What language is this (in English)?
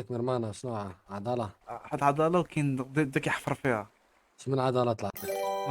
Moroccan Arabic